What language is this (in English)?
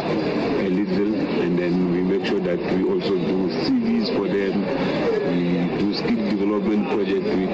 Northern Sotho